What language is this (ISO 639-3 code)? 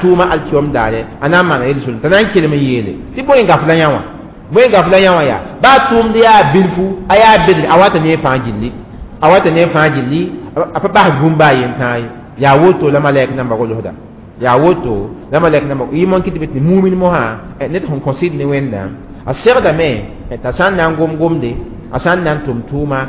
mos